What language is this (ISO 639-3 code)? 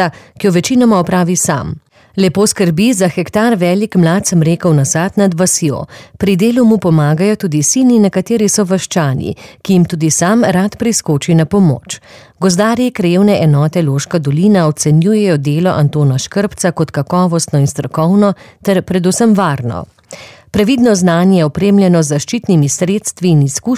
slv